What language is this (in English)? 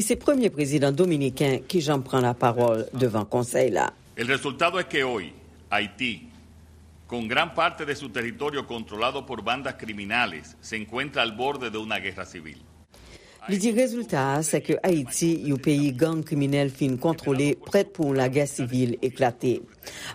Haitian Creole